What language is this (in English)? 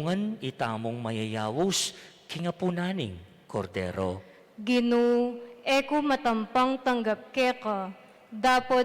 Pampanga